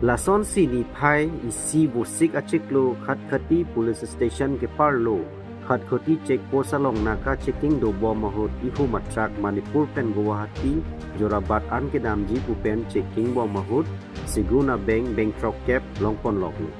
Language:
Karbi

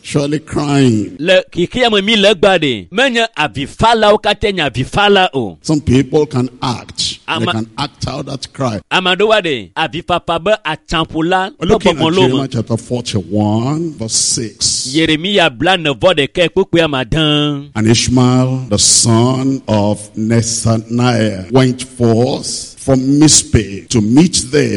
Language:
Ewe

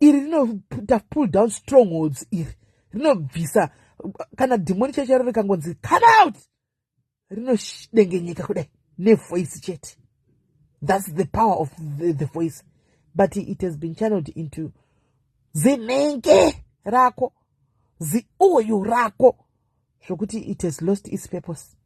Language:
Shona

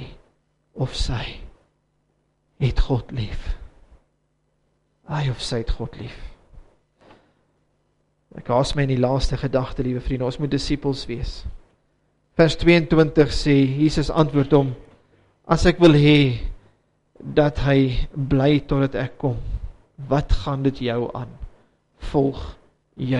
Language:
Afrikaans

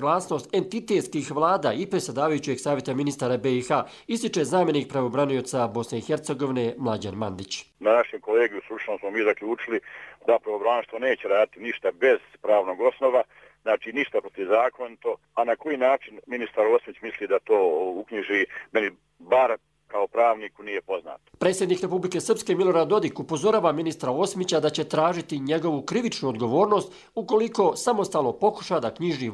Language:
Croatian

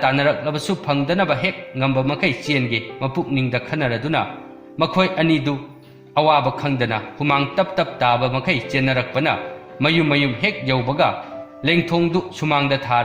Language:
Manipuri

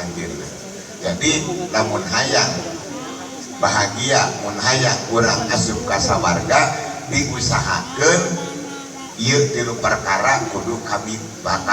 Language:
Sundanese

